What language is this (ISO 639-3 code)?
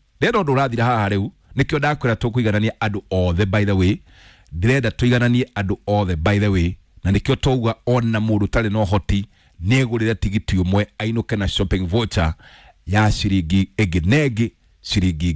kik